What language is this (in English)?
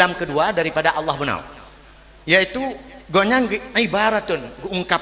Achinese